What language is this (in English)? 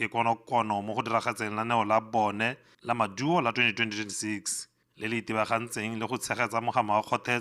Tswana